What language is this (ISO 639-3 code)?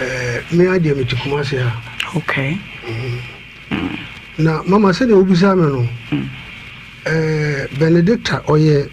aka